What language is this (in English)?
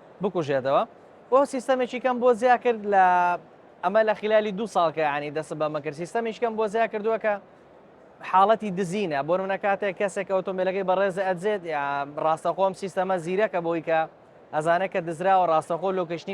Central Kurdish